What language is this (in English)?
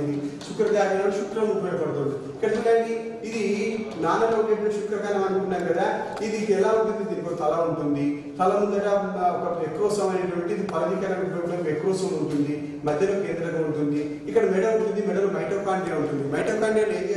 Telugu